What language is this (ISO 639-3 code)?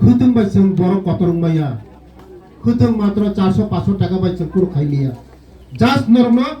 trp